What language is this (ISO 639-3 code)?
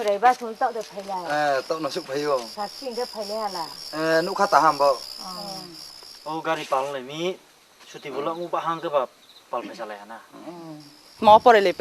ria